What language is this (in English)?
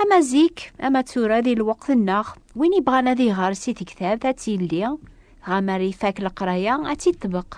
Kabyle